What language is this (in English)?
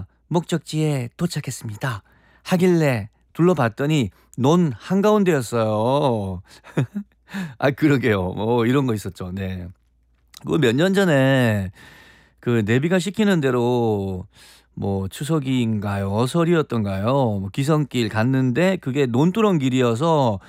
Korean